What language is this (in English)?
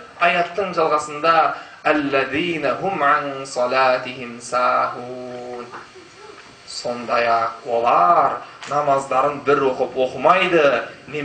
Kazakh